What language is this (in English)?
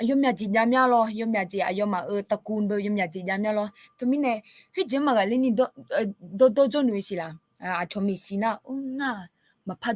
Akha